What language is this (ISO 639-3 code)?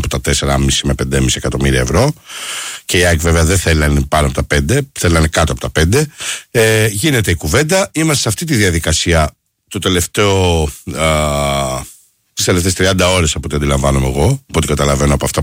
ell